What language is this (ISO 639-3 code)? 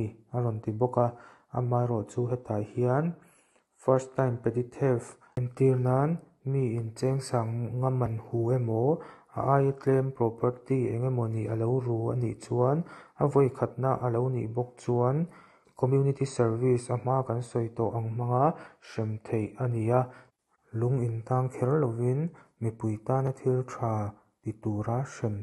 lus